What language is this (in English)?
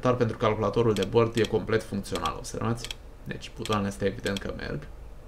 Romanian